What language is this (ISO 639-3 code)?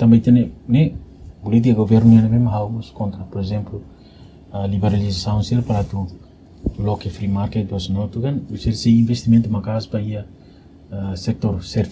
tet